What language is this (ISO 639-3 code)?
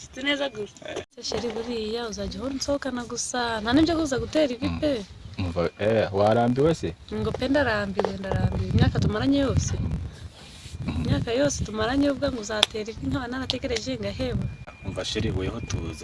kin